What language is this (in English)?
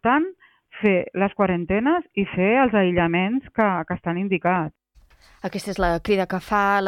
Catalan